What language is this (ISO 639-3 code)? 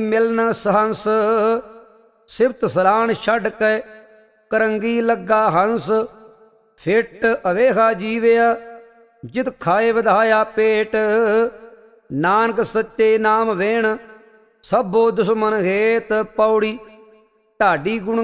pan